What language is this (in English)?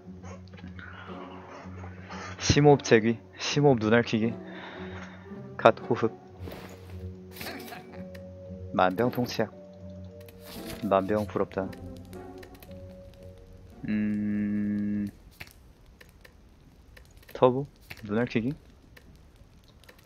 Korean